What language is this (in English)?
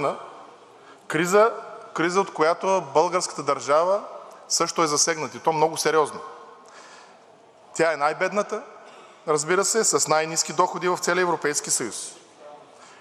Bulgarian